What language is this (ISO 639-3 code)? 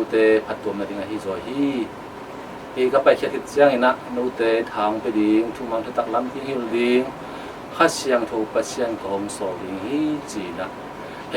ctd